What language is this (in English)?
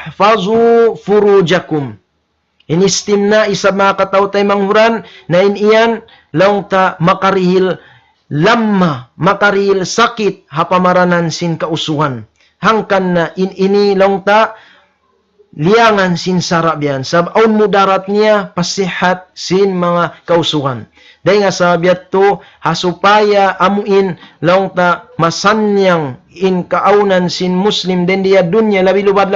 Tausug